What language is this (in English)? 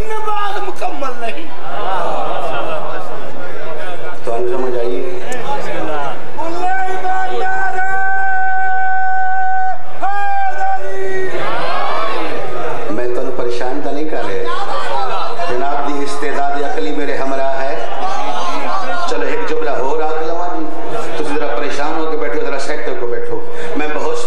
Western Panjabi